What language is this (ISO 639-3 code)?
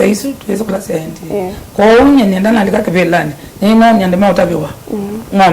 kam